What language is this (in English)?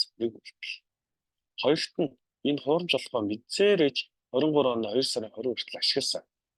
Mongolian